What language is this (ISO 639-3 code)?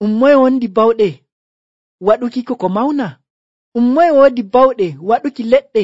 fuv